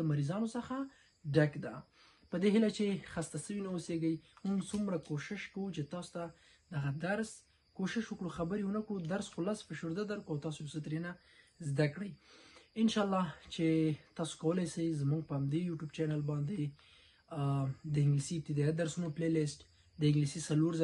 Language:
Pashto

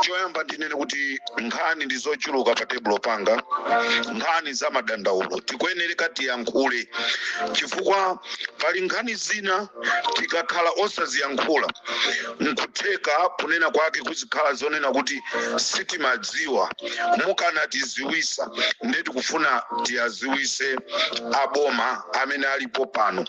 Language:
Nyanja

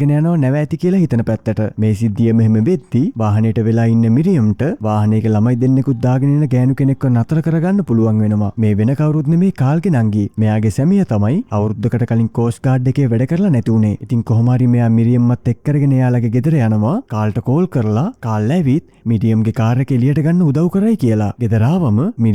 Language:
Sinhala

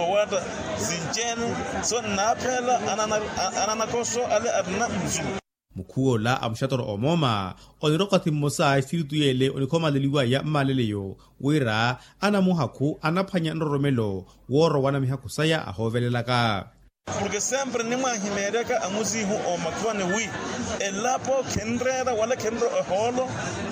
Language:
Makhuwa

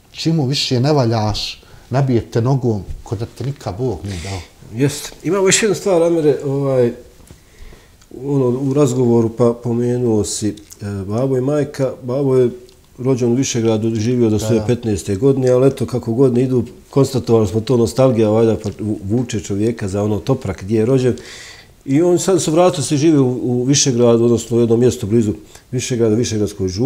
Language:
Bosnian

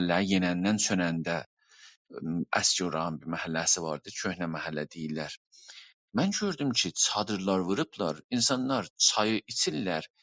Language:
South Azerbaijani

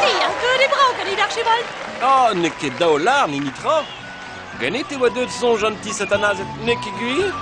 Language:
Breton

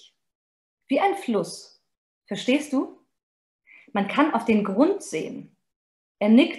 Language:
German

